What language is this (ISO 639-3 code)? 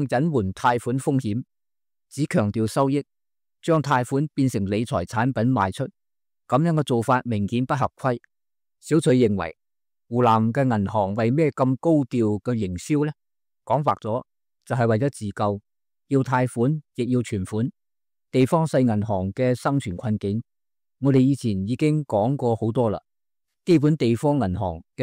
yue